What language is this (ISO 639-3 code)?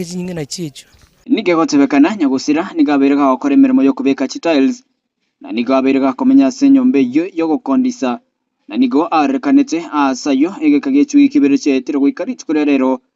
guz